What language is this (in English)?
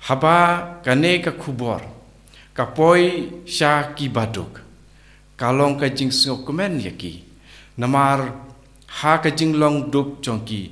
Khasi